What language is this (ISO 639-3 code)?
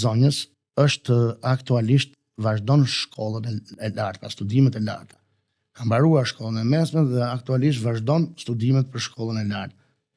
sqi